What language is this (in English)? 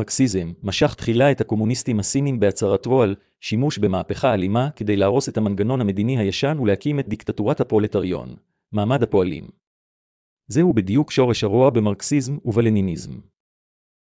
Hebrew